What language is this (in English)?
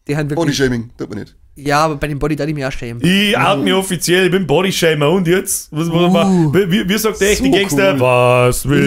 Bavarian